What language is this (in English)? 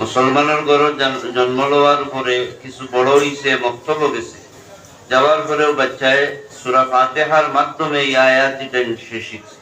Sylheti